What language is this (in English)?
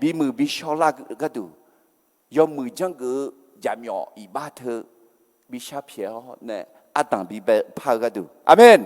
Akha